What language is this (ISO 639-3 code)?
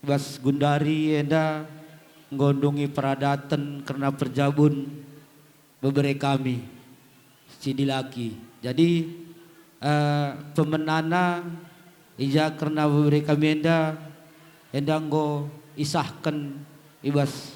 btx